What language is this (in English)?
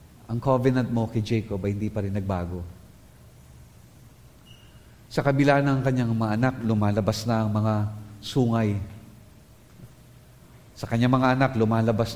Filipino